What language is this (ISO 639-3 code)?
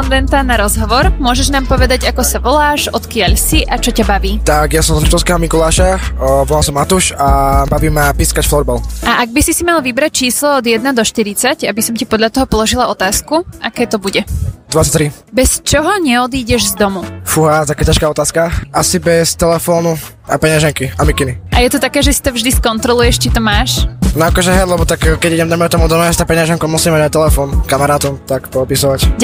slk